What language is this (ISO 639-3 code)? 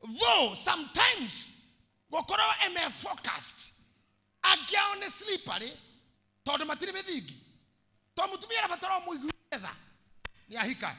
kik